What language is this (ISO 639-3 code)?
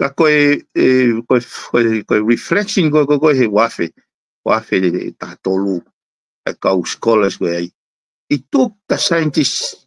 ton